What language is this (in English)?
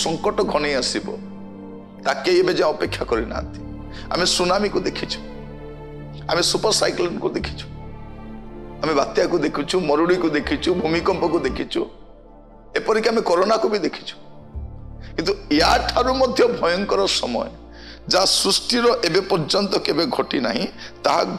Odia